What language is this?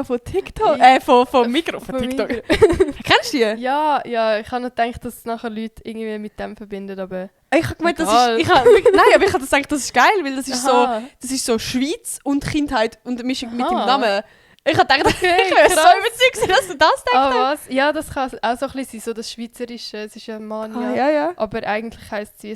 Swiss German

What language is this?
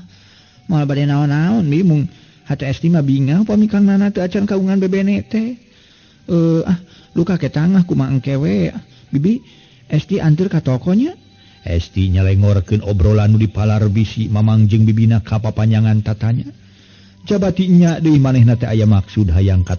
Sundanese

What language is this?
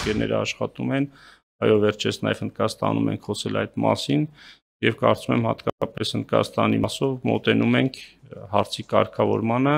Armenian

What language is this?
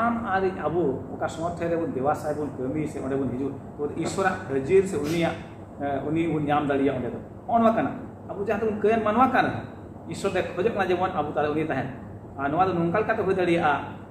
Santali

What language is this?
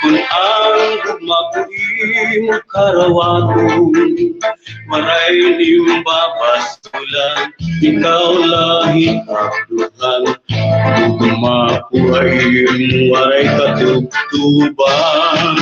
Waray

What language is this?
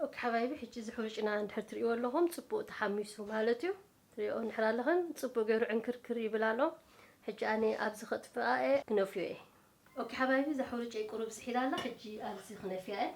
Tigrinya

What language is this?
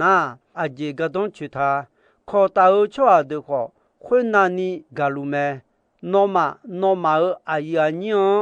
Akha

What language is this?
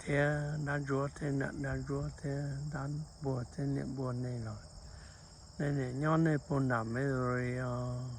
Hmong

